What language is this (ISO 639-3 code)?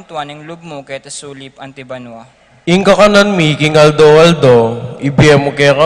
pam